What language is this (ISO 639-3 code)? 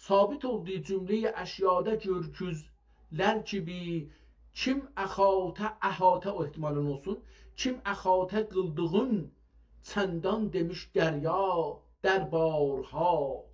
azb